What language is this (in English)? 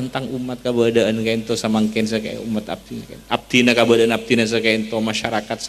Madurese